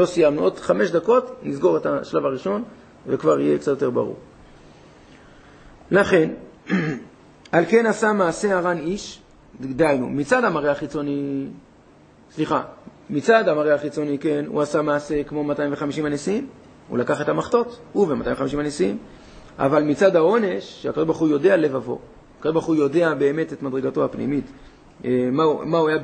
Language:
Hebrew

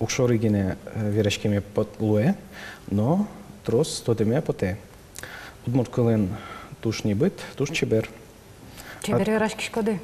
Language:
Udmurt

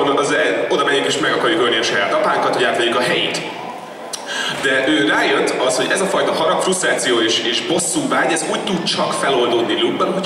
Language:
Hungarian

